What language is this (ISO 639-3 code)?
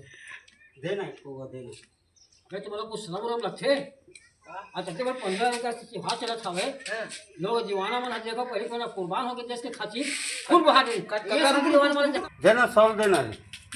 hne